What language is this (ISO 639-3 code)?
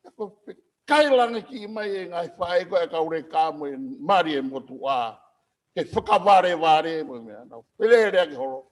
ton